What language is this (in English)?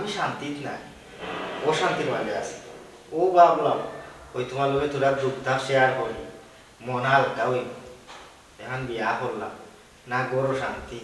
Sylheti